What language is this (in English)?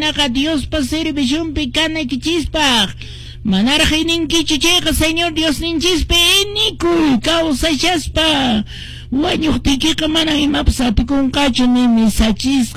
Quechua